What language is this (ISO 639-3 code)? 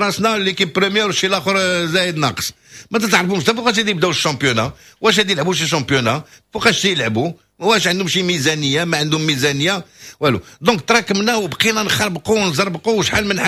ary